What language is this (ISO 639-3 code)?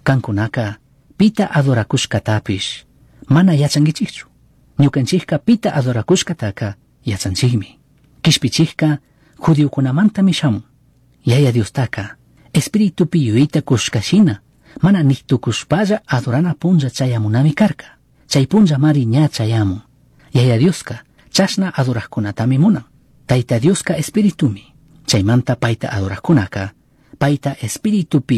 qug